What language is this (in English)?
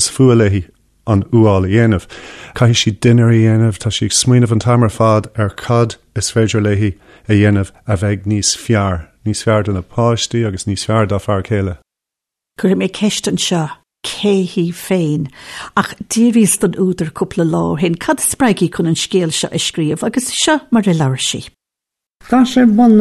Irish